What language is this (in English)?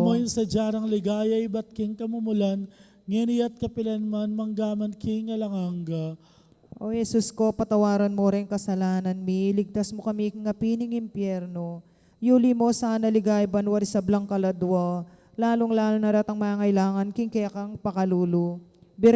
Pampanga